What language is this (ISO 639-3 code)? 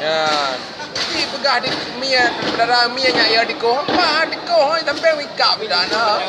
ace